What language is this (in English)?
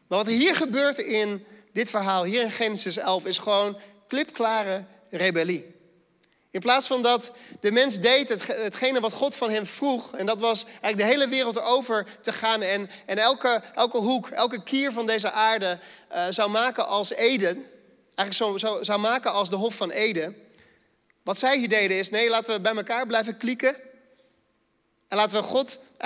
Dutch